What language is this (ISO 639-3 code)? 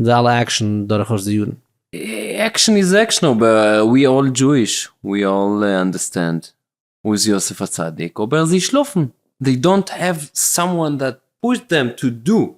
yid